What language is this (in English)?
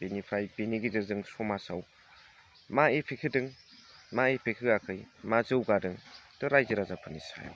Bodo